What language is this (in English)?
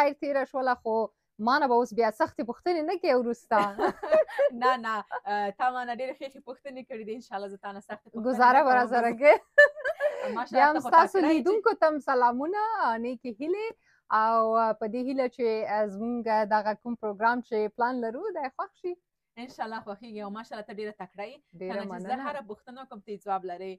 Pashto